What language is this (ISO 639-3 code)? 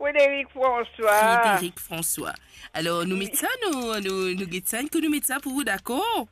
mfe